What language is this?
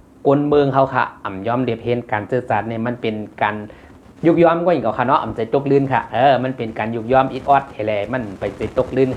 Shan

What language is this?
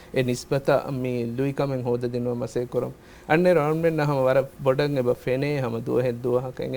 Divehi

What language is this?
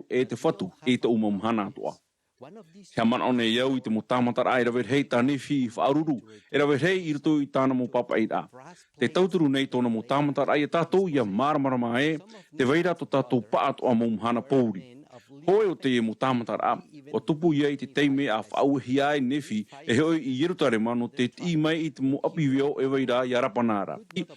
Tahitian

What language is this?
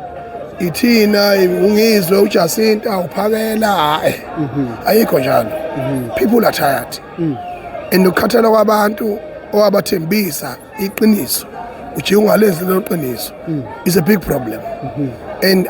Zulu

